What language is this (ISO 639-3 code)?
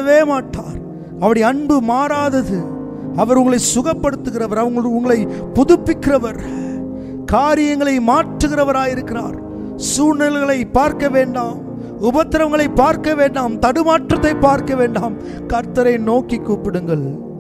tam